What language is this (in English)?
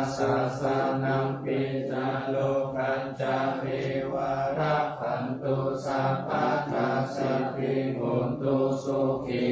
Pali